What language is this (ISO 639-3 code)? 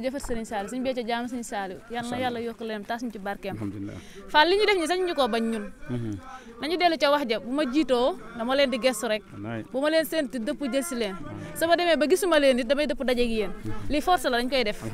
wol